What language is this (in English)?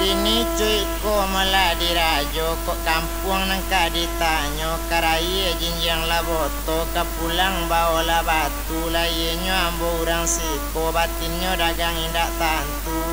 Minangkabau